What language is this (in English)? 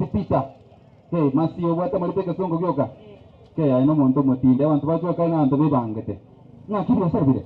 Gusii